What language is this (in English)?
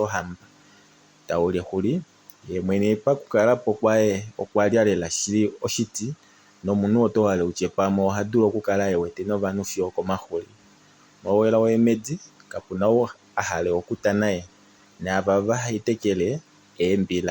Kuanyama